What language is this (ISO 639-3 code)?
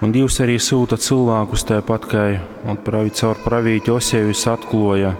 ltg